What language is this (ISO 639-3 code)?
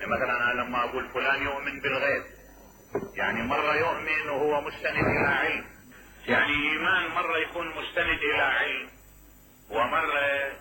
acm